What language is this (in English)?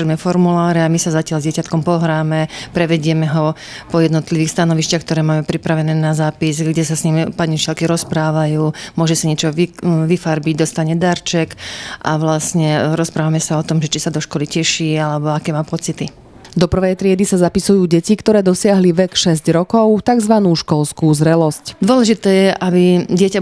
Slovak